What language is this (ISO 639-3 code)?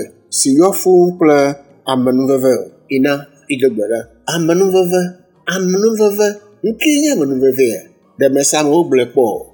ewe